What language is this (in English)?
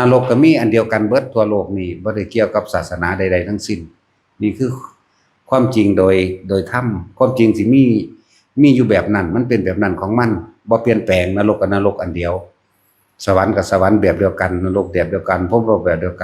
Northeastern Thai